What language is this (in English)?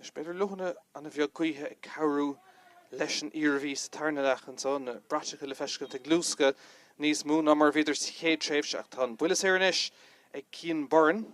Irish